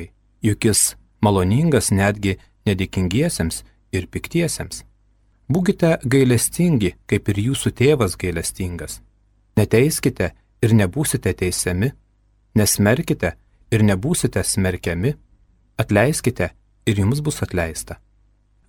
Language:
Lithuanian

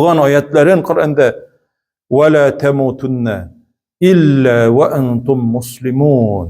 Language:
Tatar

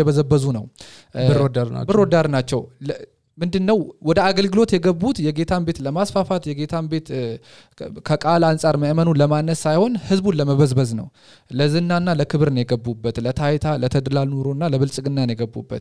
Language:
Amharic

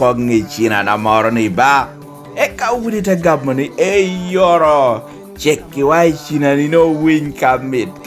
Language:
Lango (Uganda)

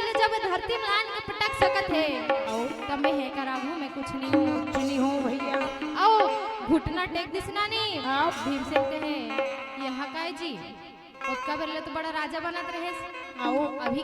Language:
Chhattisgarhi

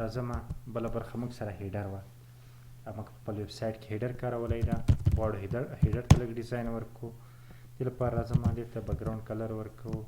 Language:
Pashto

